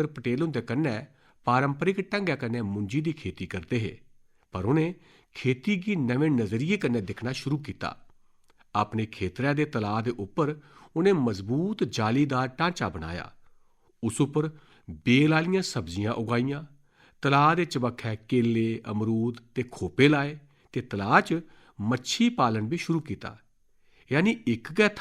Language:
Dogri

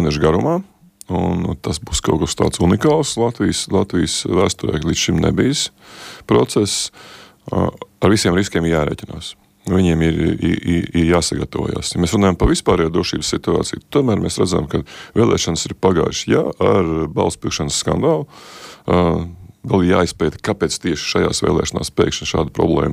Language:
Latvian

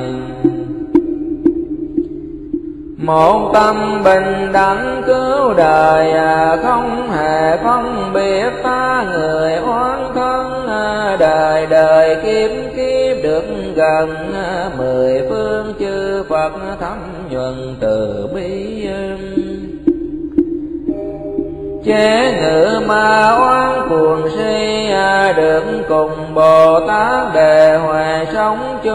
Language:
Vietnamese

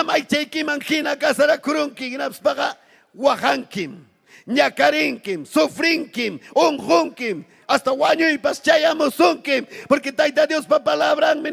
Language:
Ayacucho Quechua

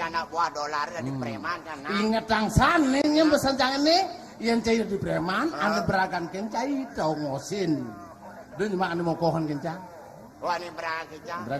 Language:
Balinese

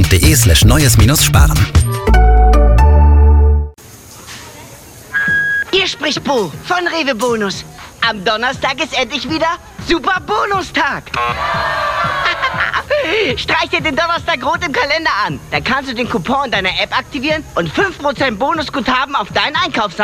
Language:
German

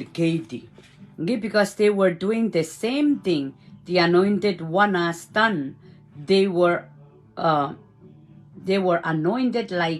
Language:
Pohnpeian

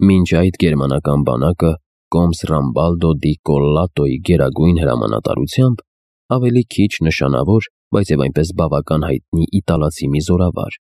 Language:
Armenian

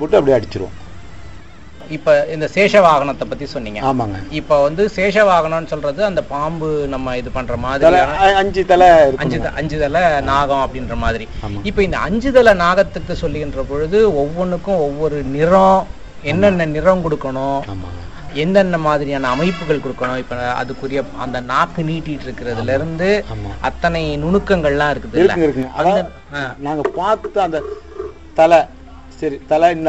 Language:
Tamil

